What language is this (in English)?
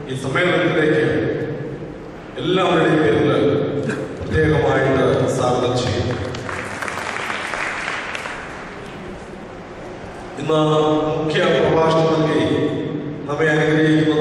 Malayalam